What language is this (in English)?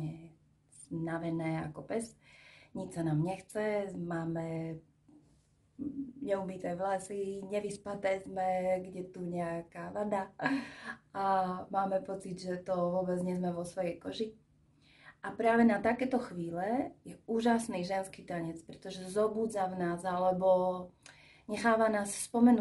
Slovak